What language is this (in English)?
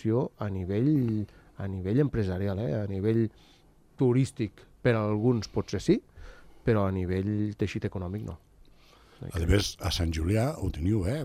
Catalan